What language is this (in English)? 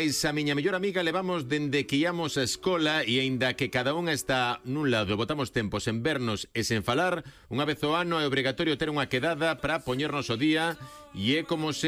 Galician